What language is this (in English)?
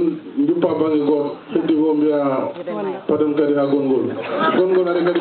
Fula